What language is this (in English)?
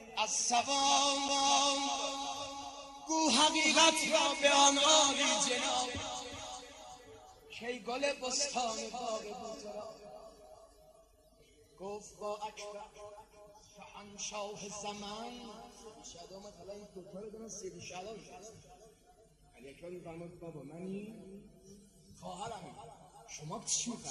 Persian